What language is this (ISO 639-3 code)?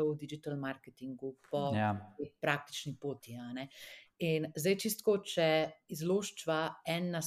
slv